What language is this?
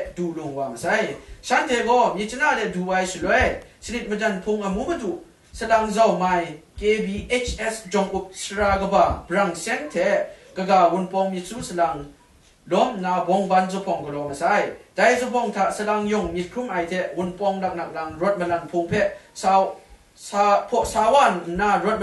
Kachin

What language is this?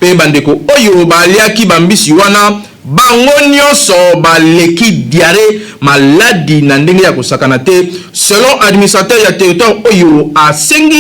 Lingala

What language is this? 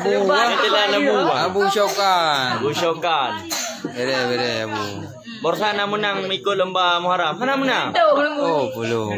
Achinese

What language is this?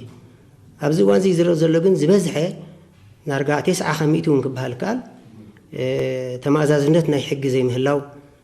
Tigrinya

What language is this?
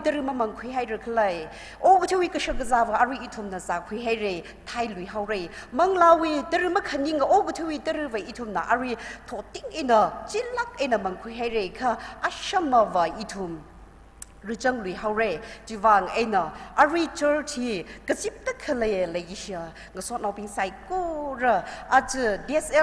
Tangkhul Naga (India)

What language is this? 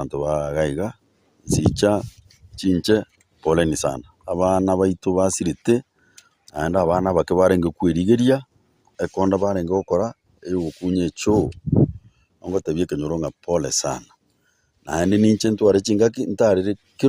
Gusii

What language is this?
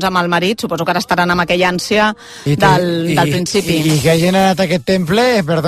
Catalan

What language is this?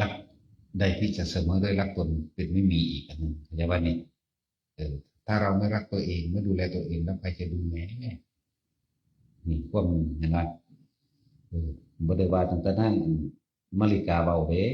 Northeastern Thai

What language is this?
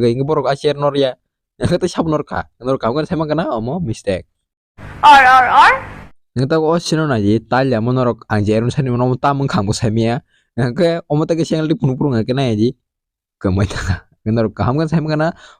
Kok Borok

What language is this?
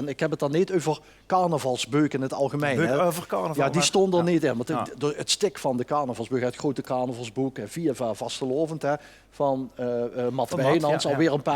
Limburgish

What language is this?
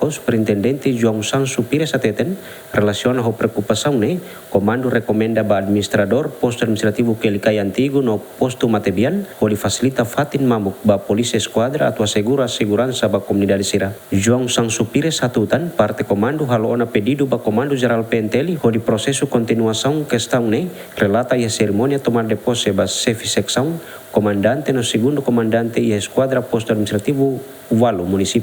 Tetum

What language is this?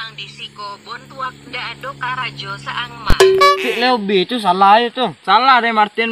Minangkabau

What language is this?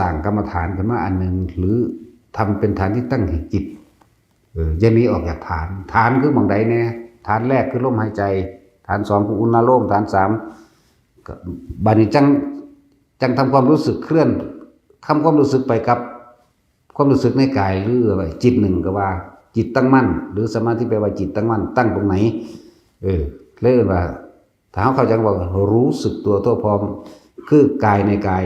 Lao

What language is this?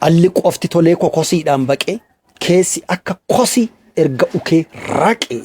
Oromo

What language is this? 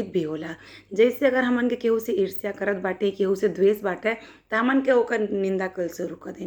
Bhojpuri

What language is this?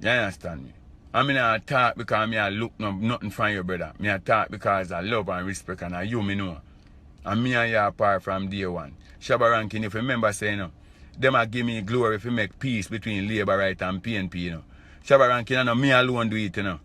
Jamaican Creole English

